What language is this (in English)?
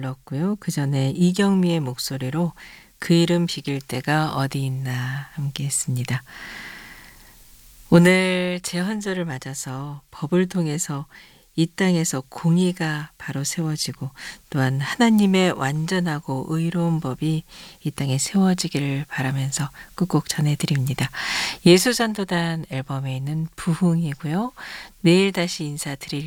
Korean